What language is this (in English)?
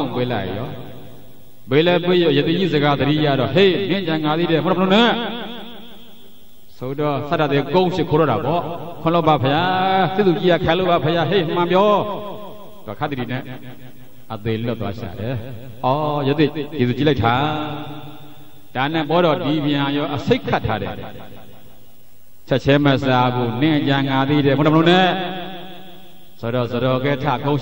Burmese